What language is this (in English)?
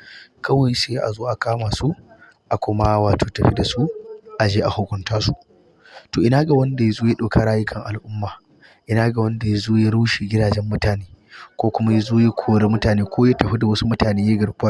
Hausa